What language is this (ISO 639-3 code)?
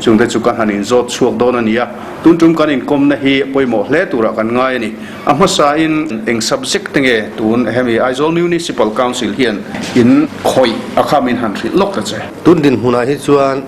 lus